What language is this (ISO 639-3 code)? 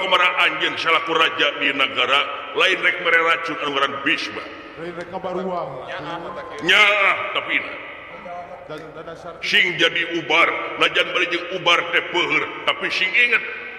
sun